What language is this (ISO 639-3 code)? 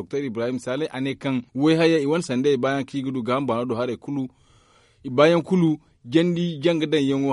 dje